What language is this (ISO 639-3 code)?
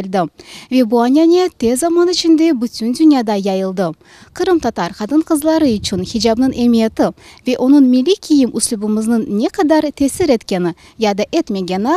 crh